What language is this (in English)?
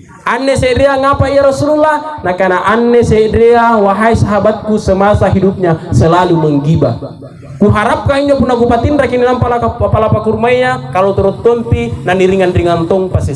Makasar